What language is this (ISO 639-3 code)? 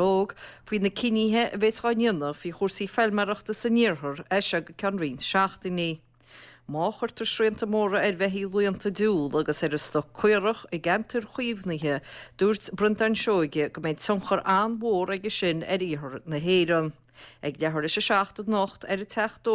gle